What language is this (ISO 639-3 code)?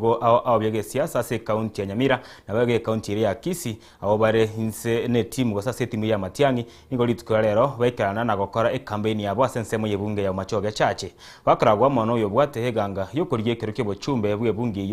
guz